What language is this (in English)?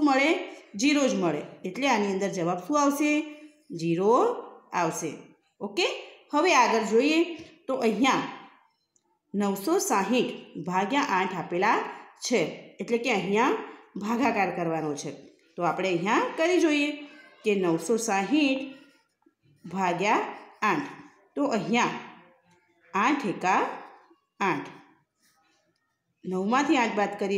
Gujarati